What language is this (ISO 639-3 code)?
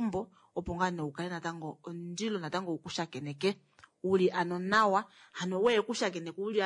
kua